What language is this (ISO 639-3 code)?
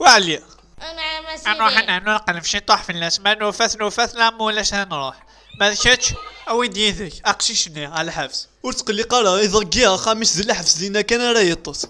kab